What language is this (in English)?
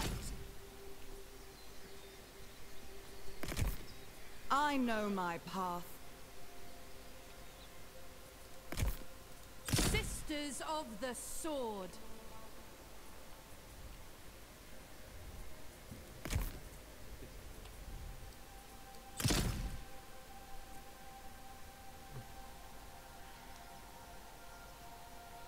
French